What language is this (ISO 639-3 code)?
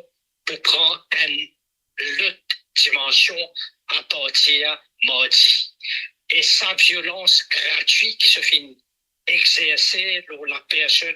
mfe